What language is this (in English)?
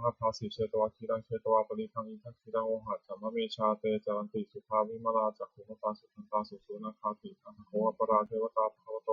Pali